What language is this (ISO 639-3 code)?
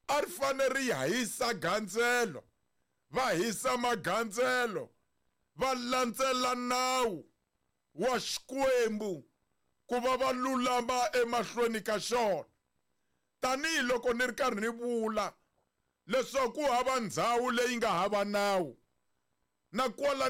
tso